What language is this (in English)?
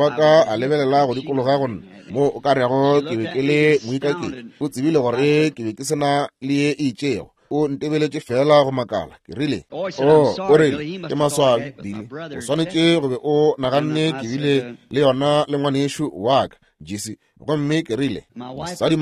Northern Sotho